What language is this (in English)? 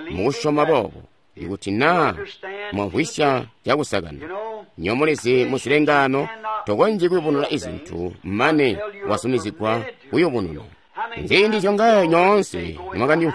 Tonga (Zambia)